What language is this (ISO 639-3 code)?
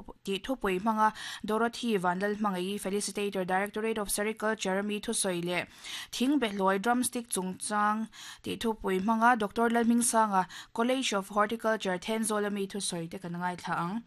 lus